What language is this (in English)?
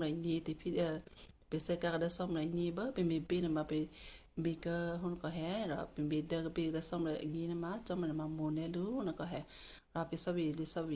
Western Kayah